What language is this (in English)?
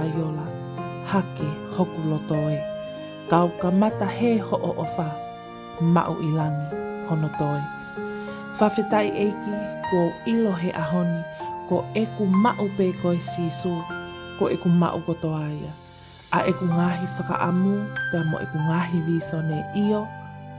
Tongan